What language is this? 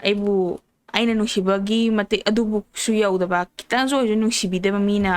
Manipuri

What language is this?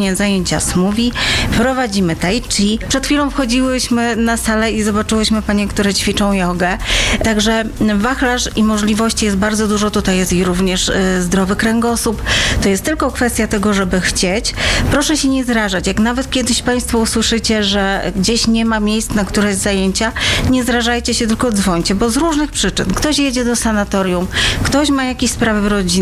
Polish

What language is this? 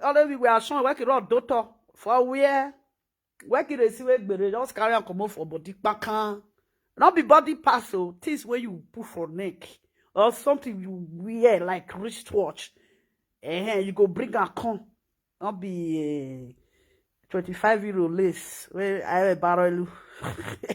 Nigerian Pidgin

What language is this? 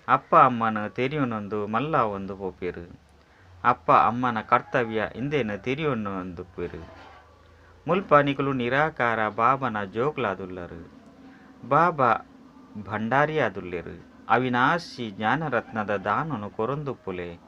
Tulu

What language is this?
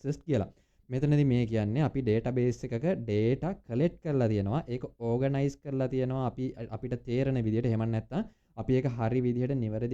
Sinhala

